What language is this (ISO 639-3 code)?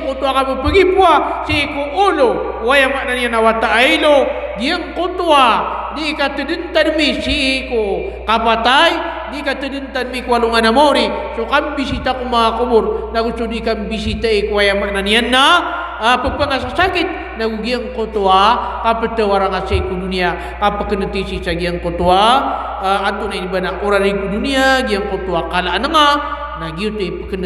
mrw